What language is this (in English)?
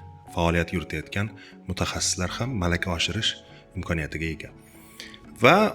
Uzbek